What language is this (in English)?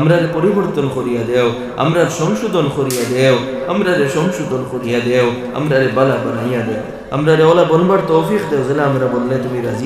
Sylheti